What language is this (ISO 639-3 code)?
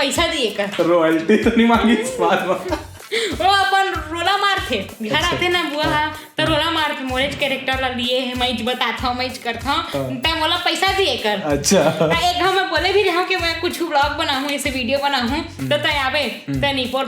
hne